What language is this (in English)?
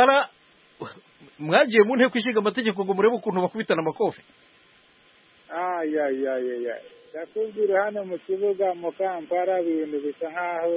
Kinyarwanda